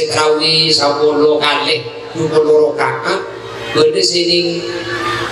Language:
Madurese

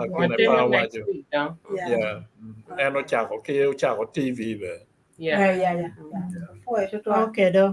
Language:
Acoli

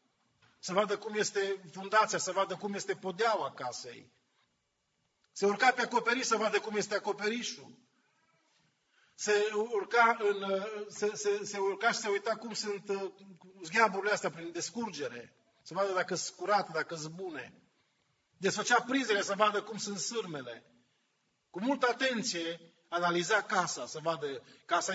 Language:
Romanian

